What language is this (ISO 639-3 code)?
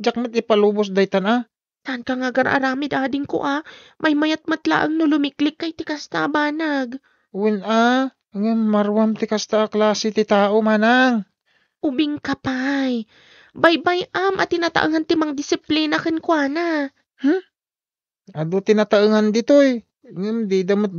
ilo